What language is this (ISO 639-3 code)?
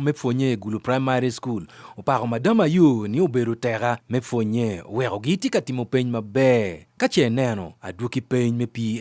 ach